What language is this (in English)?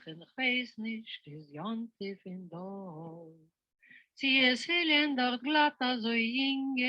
Yiddish